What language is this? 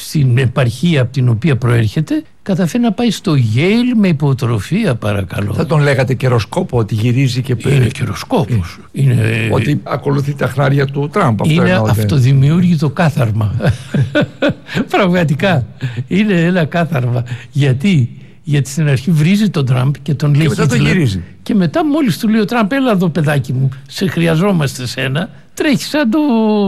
Greek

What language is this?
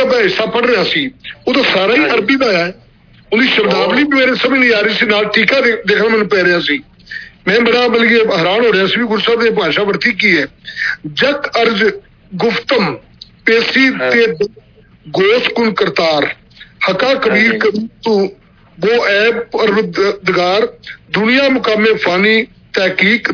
Punjabi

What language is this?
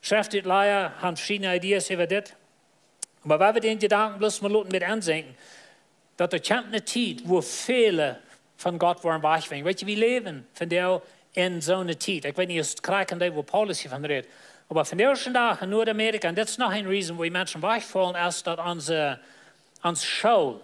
Plautdietsch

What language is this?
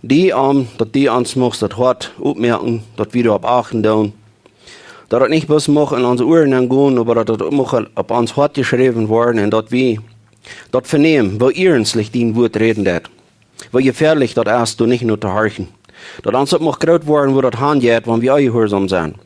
Plautdietsch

